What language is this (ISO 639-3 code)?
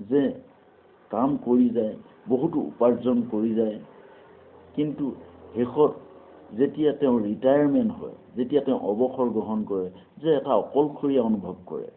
asm